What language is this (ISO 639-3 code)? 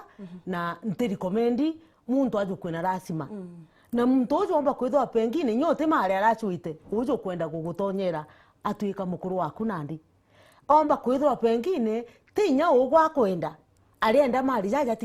mer